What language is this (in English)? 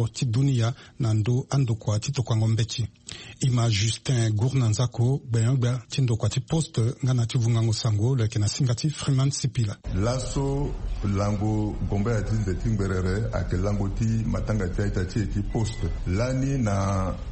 Sango